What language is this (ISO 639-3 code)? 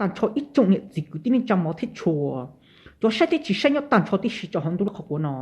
hmn